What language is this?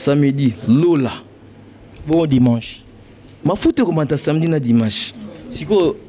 Lingala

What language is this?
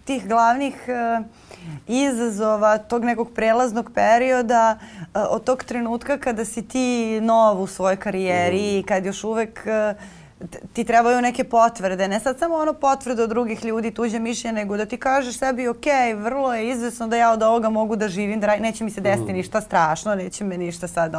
Serbian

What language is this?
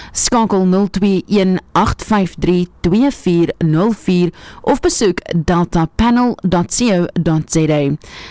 Afrikaans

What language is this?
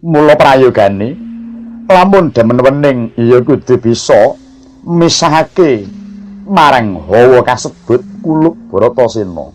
Javanese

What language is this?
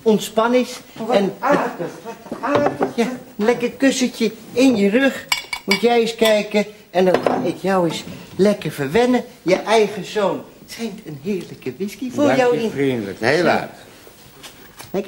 Dutch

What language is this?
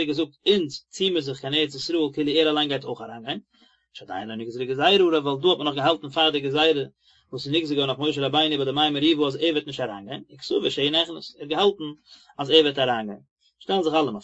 Yiddish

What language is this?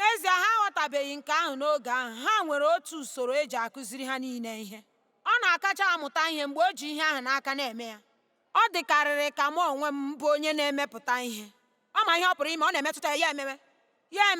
Igbo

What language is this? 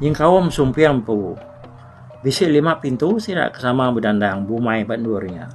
Iban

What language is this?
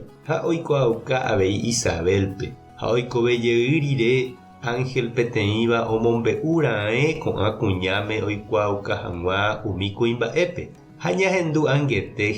Guarani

